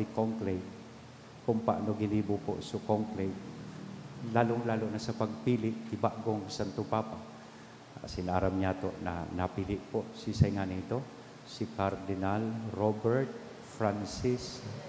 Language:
Bikol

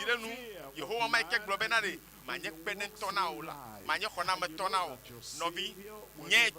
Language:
Ewe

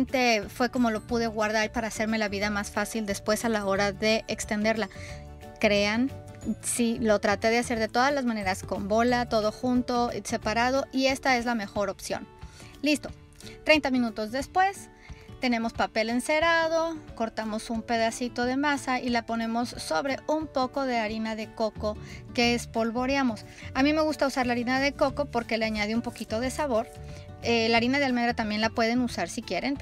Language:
Spanish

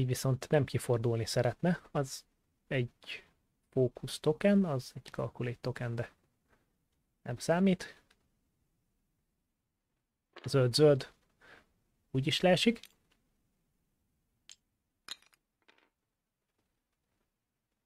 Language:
Hungarian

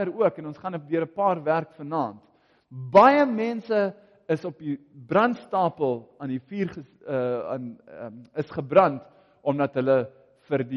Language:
Afrikaans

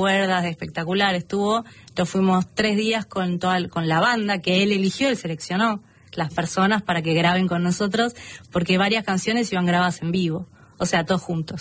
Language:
Spanish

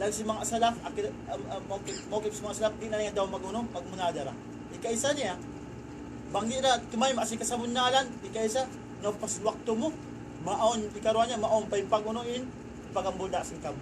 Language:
Tausug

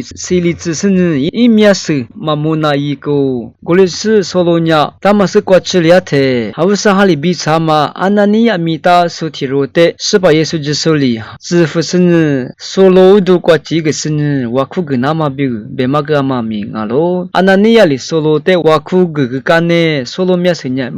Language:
Lisu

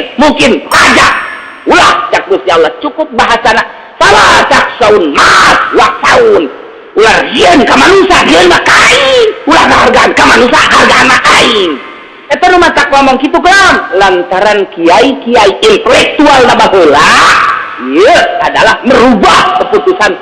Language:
Sundanese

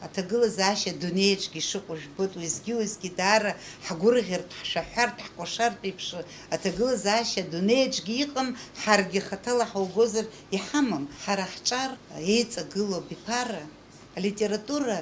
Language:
Abkhazian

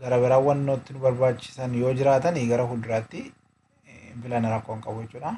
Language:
Oromo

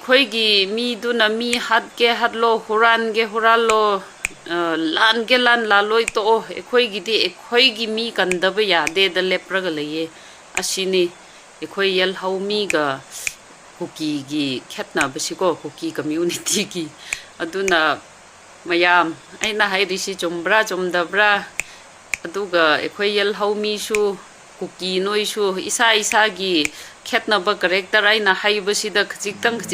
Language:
Manipuri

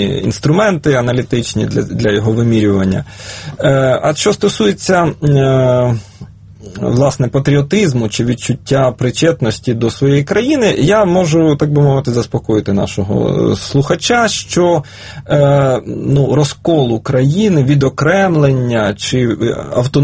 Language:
Ukrainian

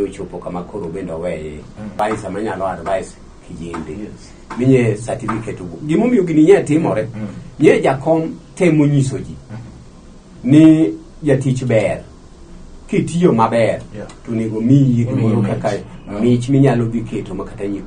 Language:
Luo (Kenya and Tanzania)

